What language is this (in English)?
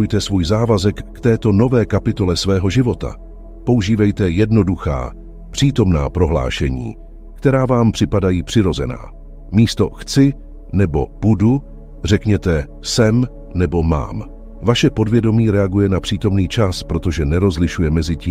Czech